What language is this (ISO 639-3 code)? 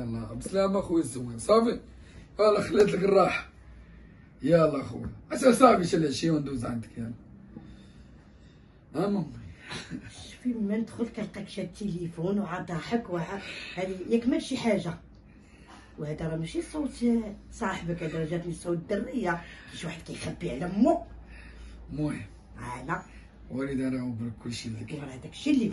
ary